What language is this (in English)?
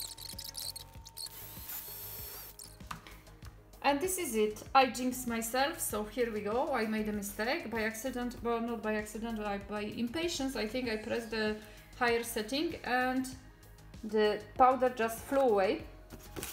English